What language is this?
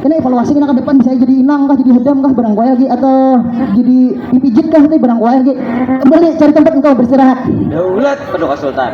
Banjar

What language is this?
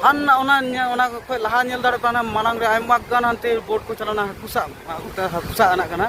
Santali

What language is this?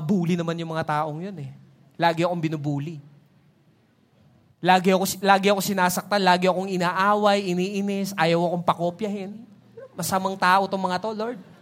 Filipino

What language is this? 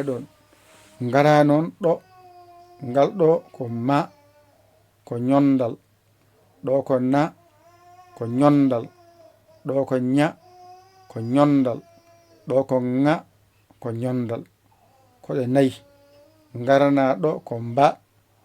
Fula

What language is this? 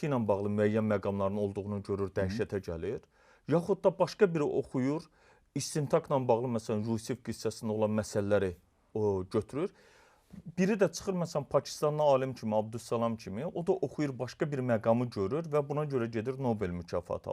Azerbaijani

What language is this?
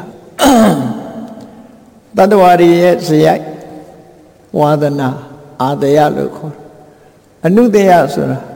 Burmese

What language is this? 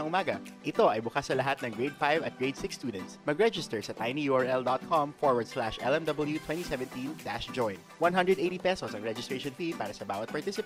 Filipino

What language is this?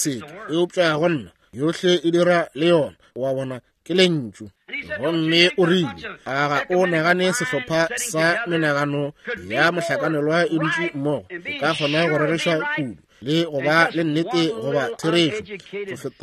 Northern Sotho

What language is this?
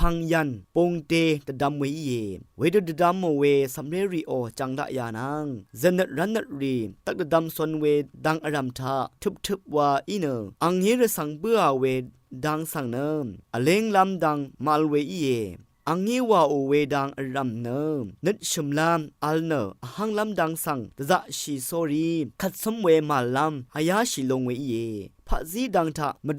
Rawang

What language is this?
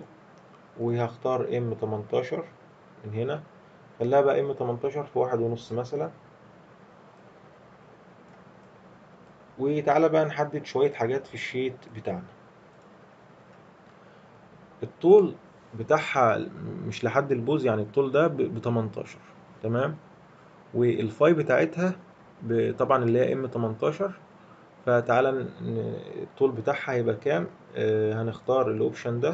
Egyptian Arabic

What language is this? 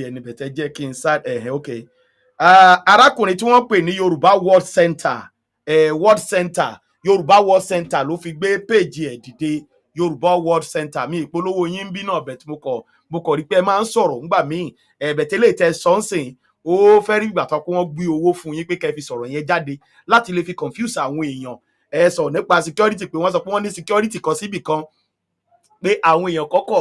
Yoruba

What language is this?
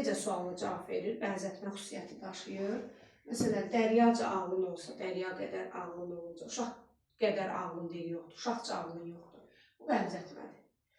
Azerbaijani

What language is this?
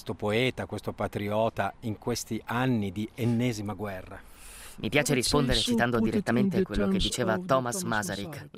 Italian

